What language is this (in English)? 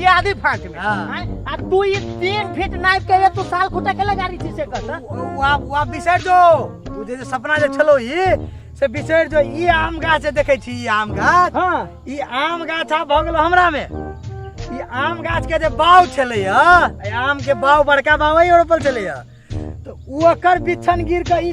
Maithili